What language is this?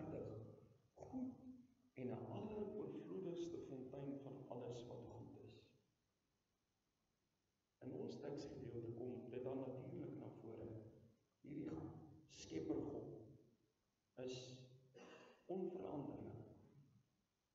Afrikaans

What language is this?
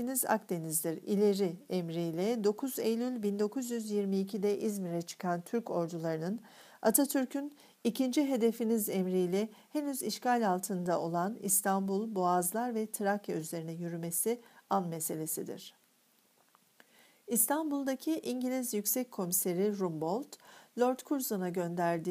Turkish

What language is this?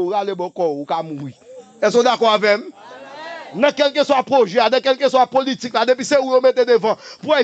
Haitian Creole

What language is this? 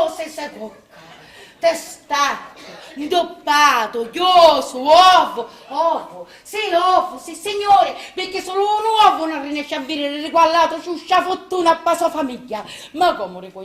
Sicilian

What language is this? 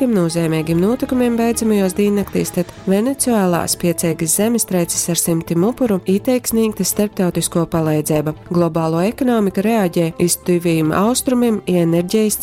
Latgalian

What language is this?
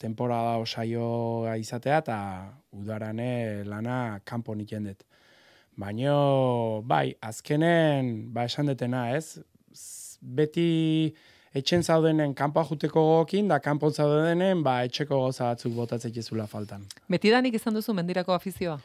Basque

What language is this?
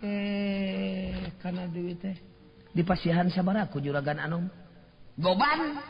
Sundanese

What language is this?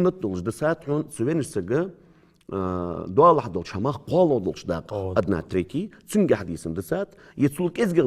Ingush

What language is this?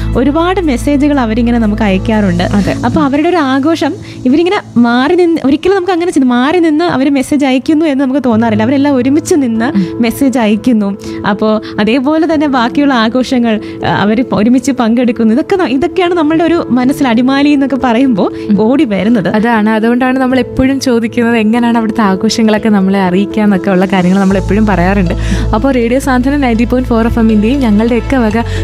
Malayalam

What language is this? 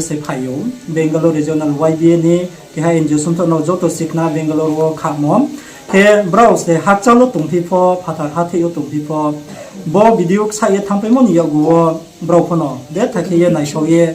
Riang (India)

